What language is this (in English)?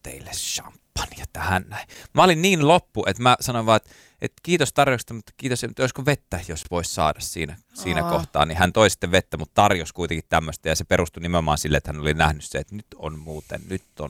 Finnish